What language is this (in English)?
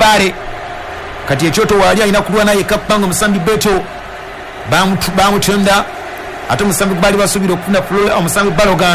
Ganda